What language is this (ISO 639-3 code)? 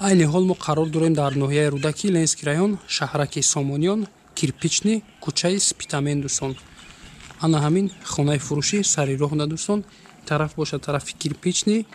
tgk